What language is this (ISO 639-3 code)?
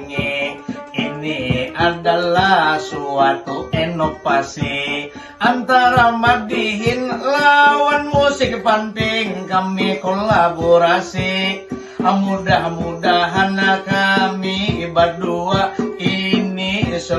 bjn